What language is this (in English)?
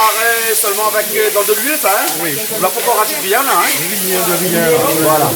Réunion Creole French